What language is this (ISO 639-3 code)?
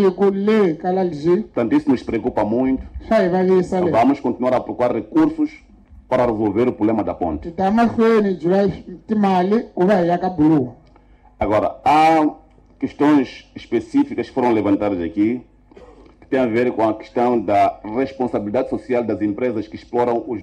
tso